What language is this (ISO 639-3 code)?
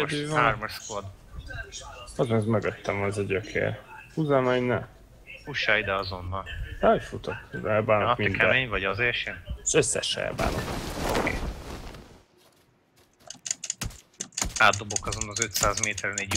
hun